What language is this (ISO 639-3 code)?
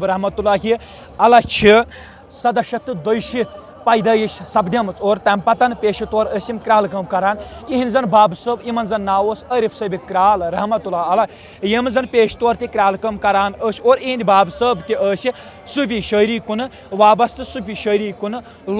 kas